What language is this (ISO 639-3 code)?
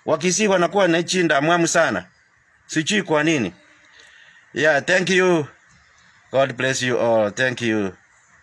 swa